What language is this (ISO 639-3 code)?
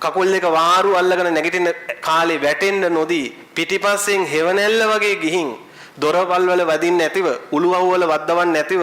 sin